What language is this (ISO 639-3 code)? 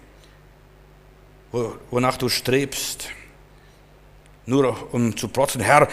deu